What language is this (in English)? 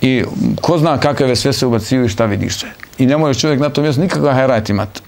Bosnian